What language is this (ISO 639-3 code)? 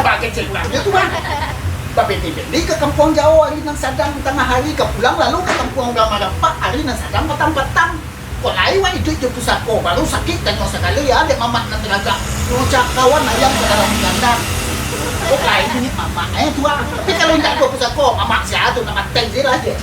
min